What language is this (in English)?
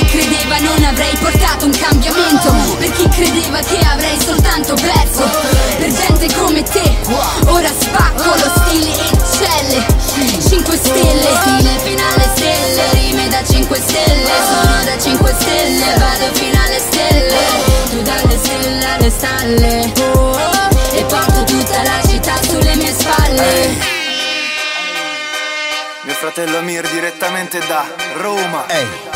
Italian